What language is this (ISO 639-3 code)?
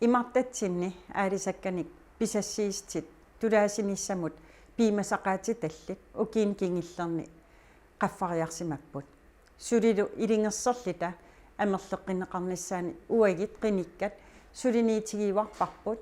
kal